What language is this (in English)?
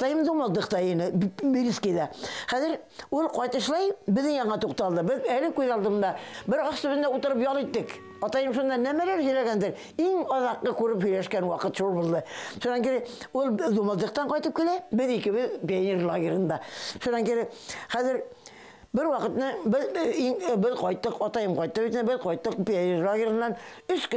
Bashkir